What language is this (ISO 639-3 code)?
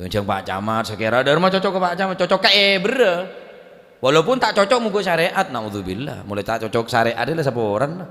mad